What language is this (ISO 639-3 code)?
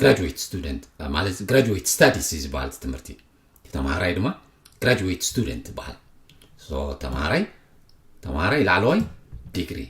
tir